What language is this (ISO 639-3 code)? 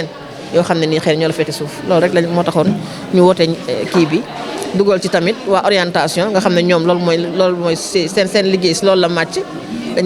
wol